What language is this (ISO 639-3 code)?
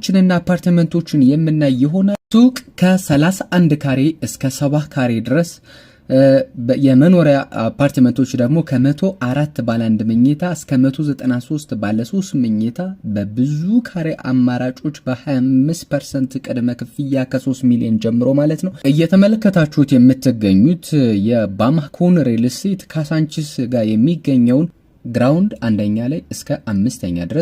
amh